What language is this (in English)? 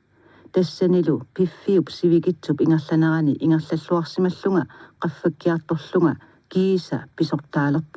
Kalaallisut